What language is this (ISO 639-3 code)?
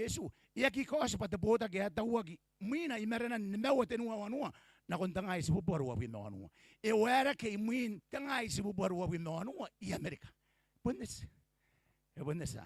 gil